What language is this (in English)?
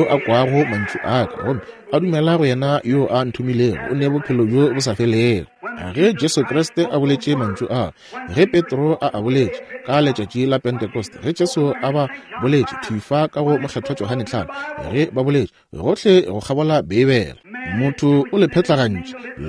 Northern Sotho